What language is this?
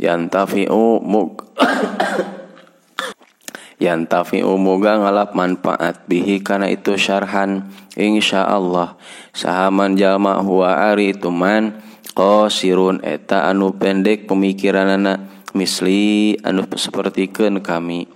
Sundanese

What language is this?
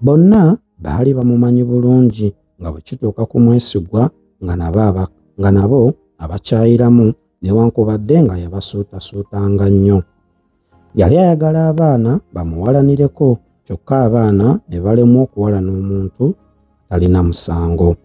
Ganda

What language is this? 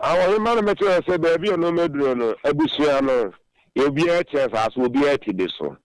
Akan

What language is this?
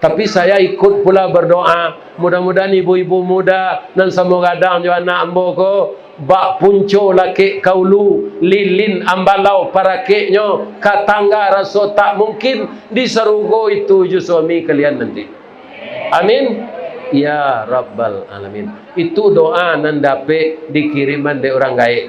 Minangkabau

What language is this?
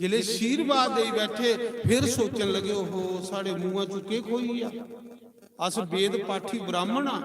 Dogri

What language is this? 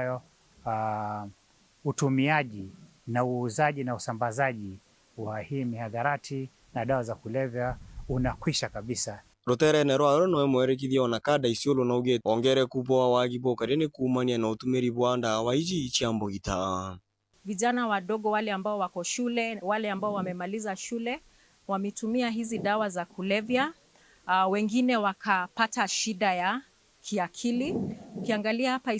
Meru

